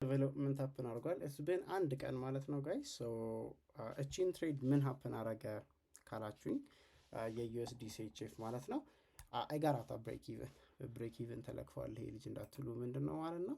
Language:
Amharic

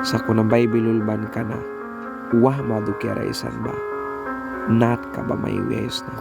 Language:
Mískito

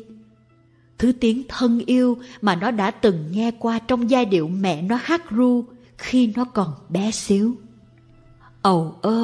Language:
Vietnamese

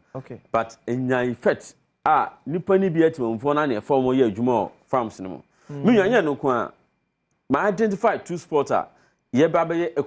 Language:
Akan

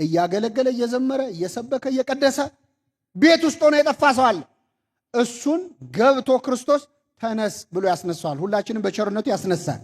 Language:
Amharic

